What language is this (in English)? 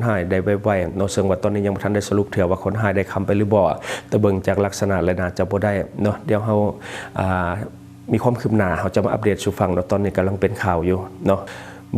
Lao